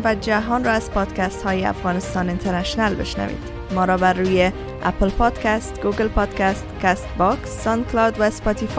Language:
Persian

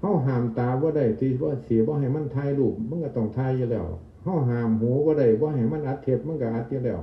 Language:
Northeastern Thai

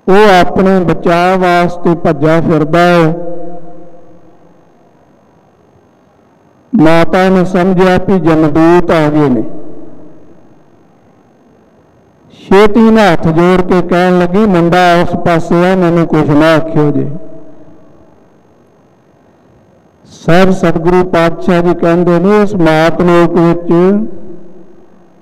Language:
Punjabi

